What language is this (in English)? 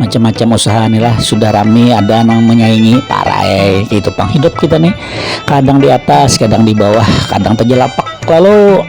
Banjar